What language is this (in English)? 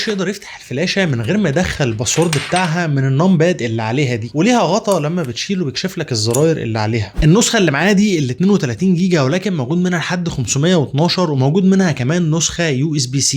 Egyptian Arabic